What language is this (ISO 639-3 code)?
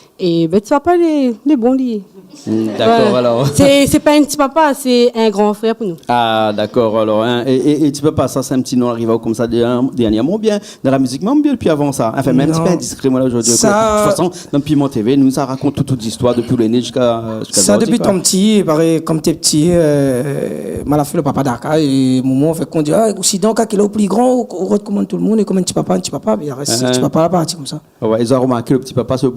rcf